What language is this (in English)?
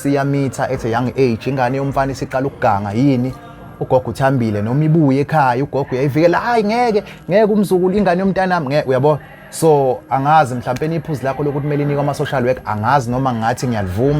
Zulu